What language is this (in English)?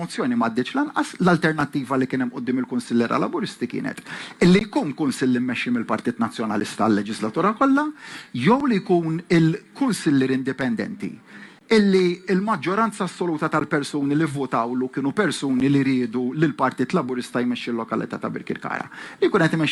Maltese